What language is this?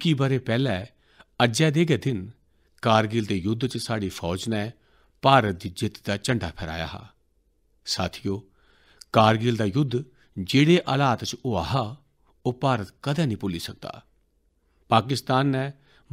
Dogri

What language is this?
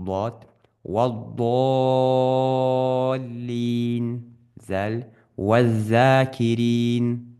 Ingush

